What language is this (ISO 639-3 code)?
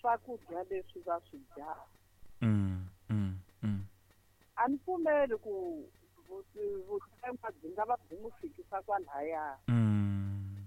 tso